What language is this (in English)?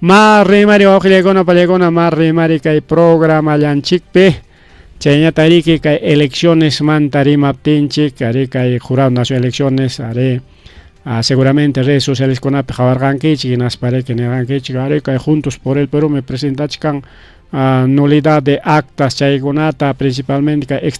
Ayacucho Quechua